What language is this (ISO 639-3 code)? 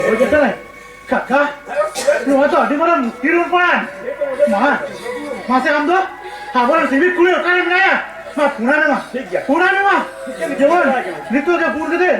sat